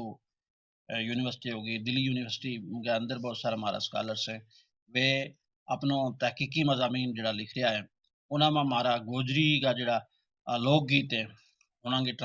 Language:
Gujari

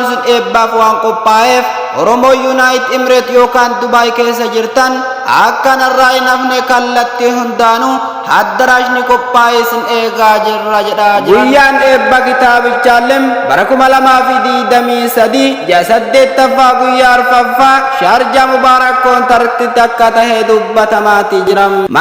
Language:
Oromo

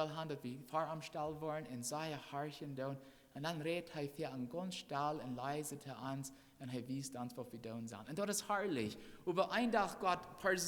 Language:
Plautdietsch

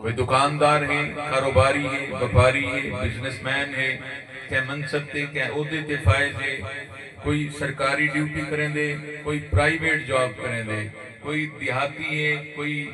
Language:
Saraiki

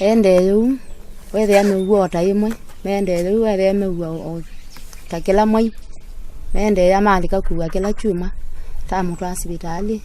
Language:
Kamba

